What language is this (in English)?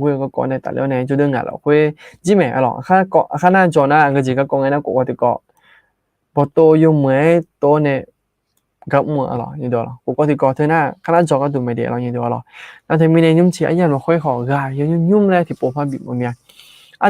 Akha